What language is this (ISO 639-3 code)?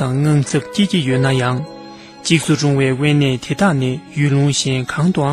bod